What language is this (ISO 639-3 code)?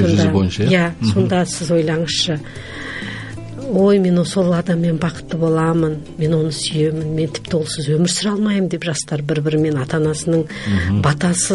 kaz